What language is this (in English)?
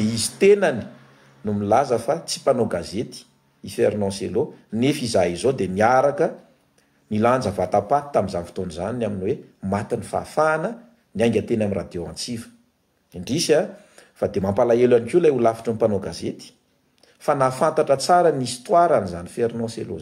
Malagasy